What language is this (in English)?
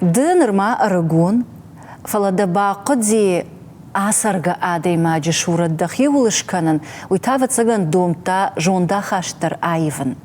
Ossetic